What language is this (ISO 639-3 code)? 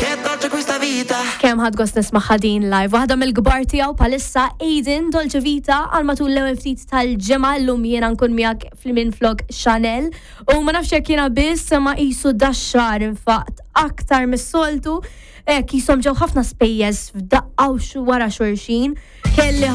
mlt